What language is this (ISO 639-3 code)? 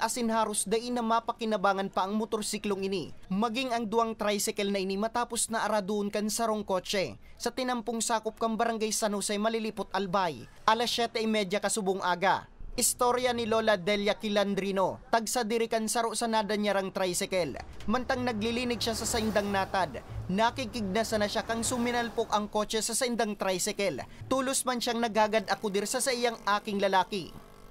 bik